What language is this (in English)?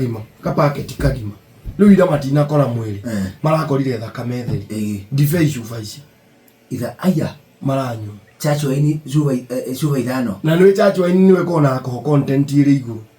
Kikuyu